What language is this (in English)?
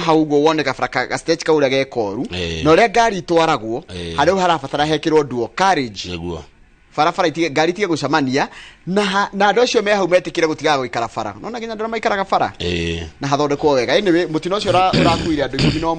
Kikuyu